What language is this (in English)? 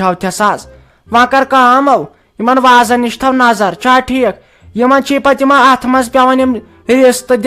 Kashmiri